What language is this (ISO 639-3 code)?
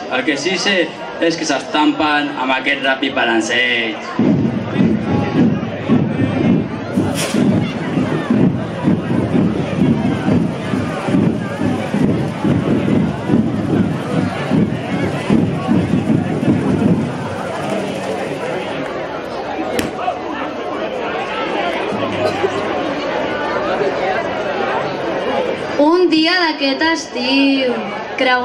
cat